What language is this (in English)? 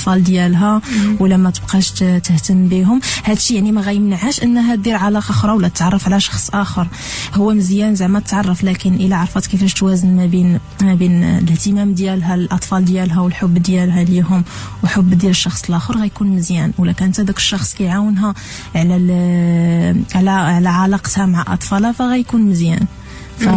Moroccan Arabic